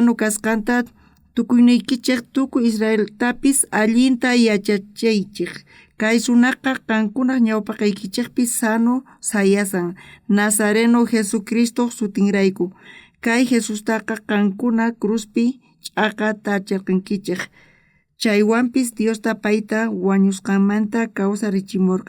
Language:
South Bolivian Quechua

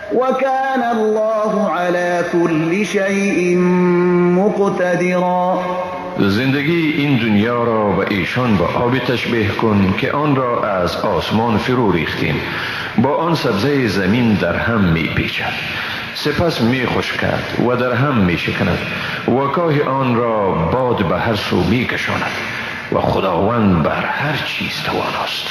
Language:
Persian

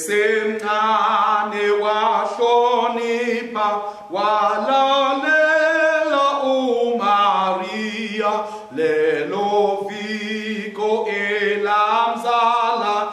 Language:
Swati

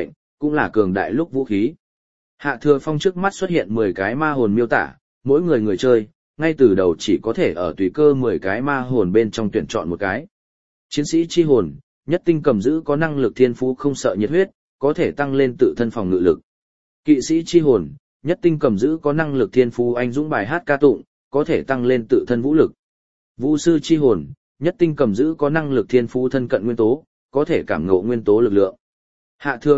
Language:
Vietnamese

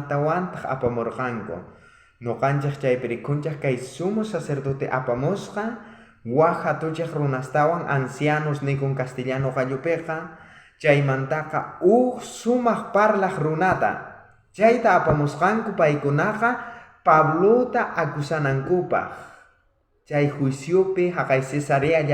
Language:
South Bolivian Quechua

